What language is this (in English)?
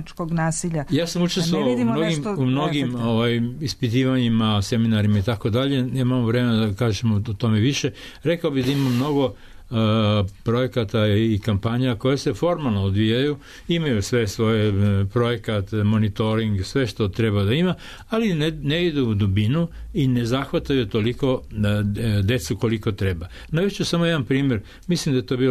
Serbian